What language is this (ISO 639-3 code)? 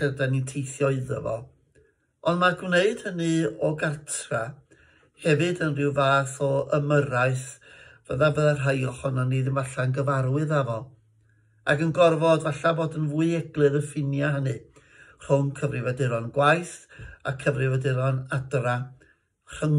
cym